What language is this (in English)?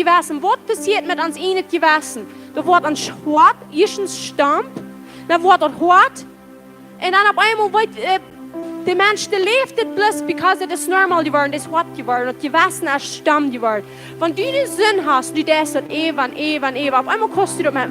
Plautdietsch